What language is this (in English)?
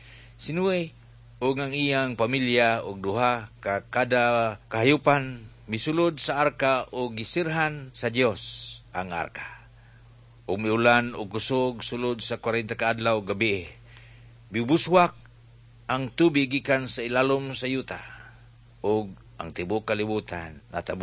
Cebuano